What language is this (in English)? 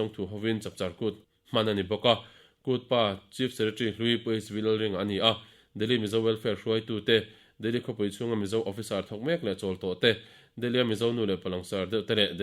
Mizo